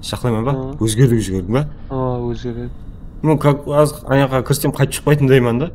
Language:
Kara-Kalpak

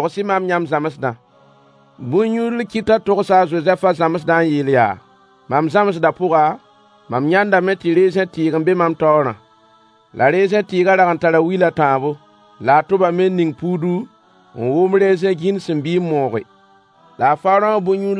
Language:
Mossi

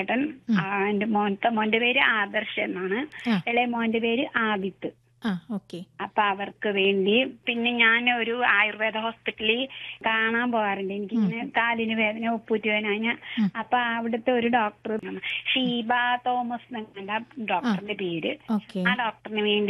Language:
Malayalam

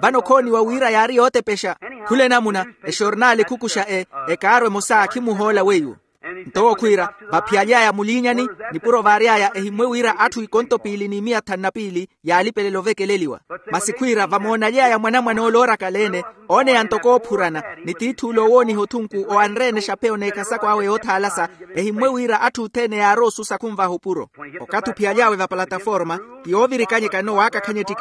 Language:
Makhuwa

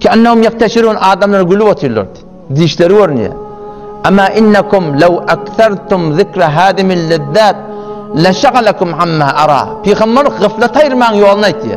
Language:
Turkmen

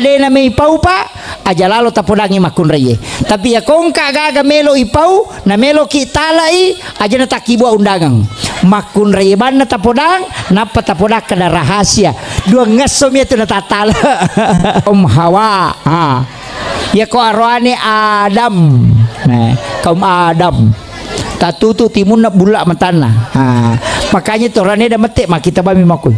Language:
Buginese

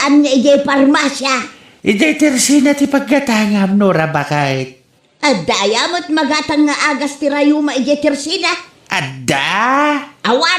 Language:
Iloko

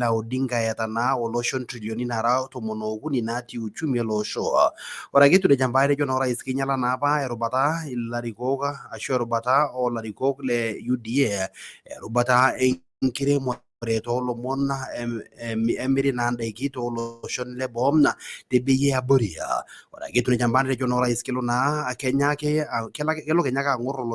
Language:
Masai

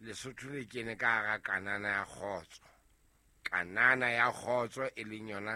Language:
Southern Sotho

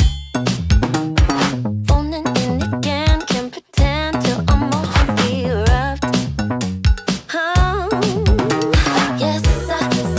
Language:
English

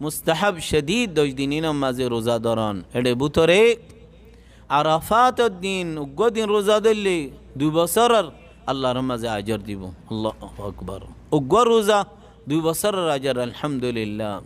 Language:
Rohingya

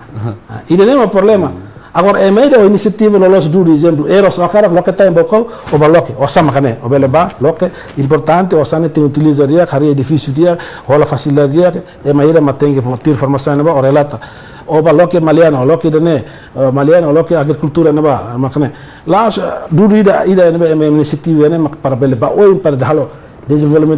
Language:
Tetum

